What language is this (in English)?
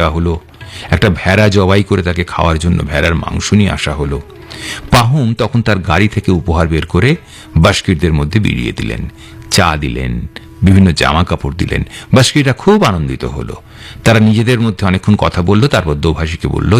Bangla